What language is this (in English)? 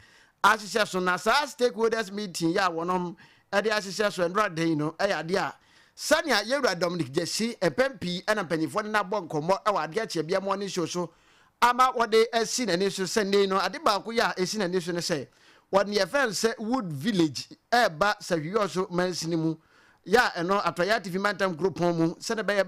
Akan